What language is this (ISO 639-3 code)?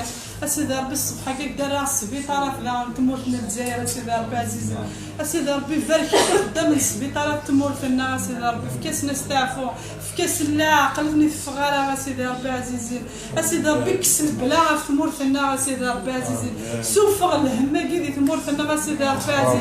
kab